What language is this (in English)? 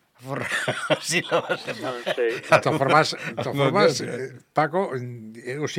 Galician